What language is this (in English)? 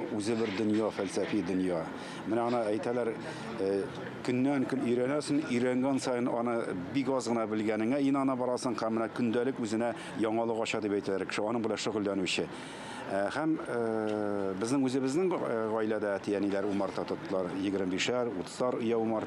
Tatar